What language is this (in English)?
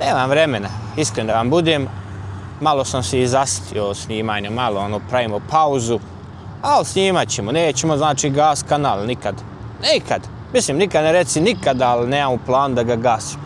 Bosnian